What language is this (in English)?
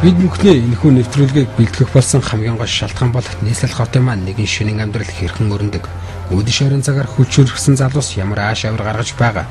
Mongolian